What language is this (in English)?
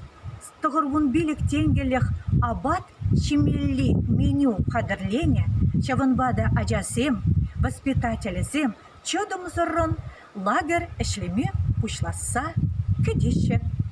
Chuvash